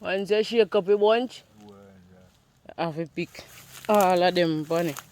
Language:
Jamaican Creole English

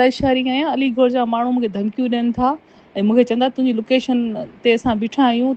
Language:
Sindhi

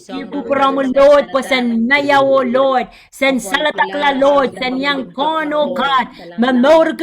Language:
Pohnpeian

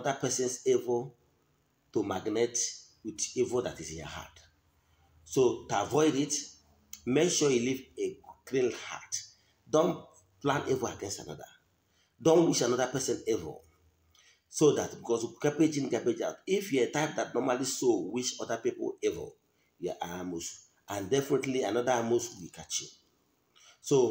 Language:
Igbo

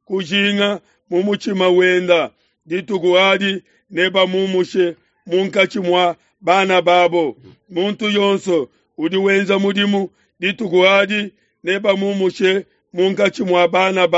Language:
Luba-Lulua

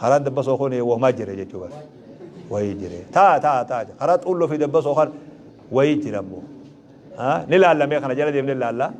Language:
Oromo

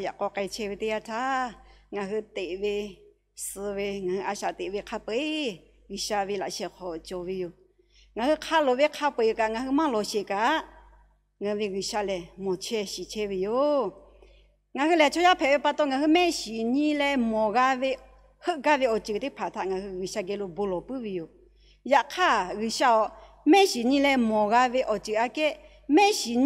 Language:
Lahu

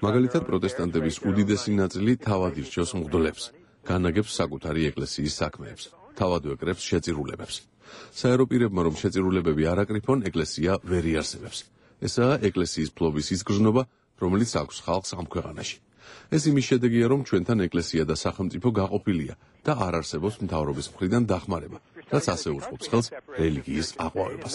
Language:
Georgian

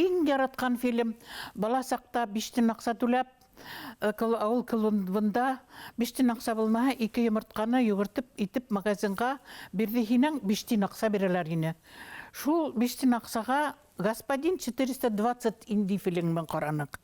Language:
Bashkir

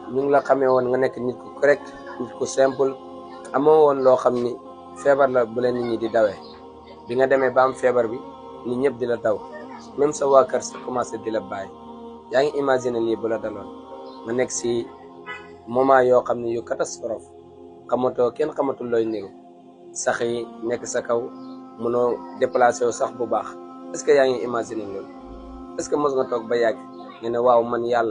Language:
Wolof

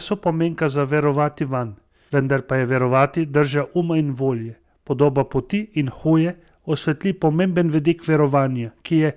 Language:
Slovenian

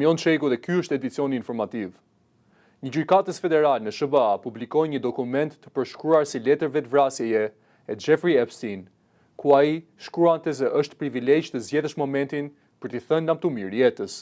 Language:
Albanian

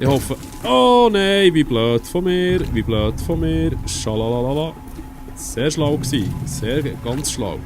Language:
Swiss German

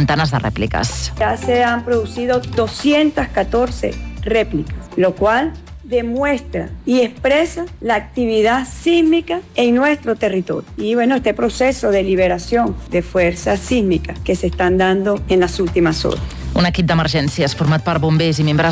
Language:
Catalan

